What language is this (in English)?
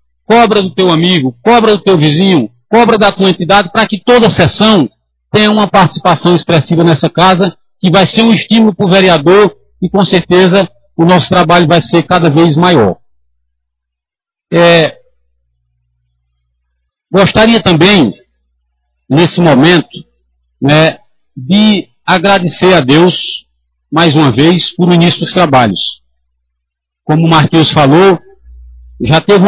Portuguese